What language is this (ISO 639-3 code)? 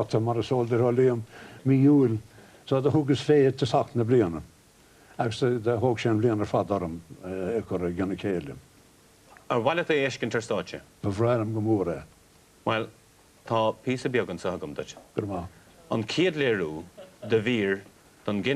gle